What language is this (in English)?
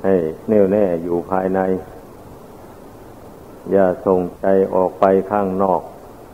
Thai